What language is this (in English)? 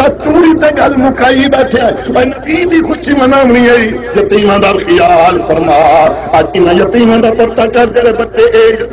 Saraiki